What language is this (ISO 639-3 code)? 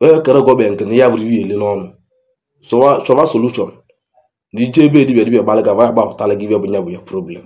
ibo